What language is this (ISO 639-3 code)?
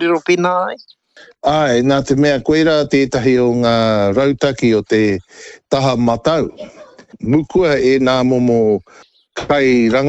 mri